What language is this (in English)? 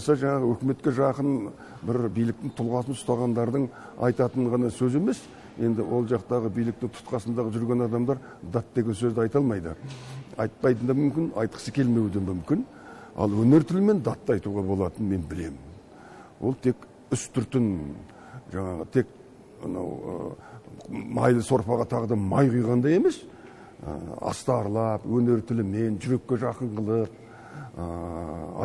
Kazakh